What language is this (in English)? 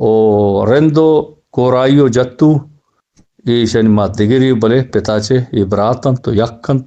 Eastern Balochi